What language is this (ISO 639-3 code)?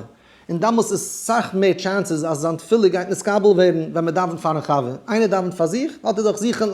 yid